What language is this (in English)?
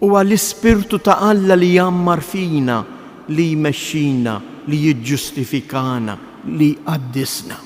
Maltese